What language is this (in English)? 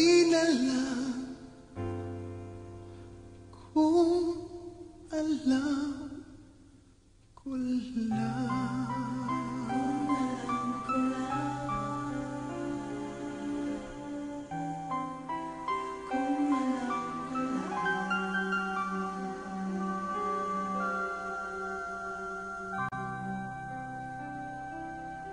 Filipino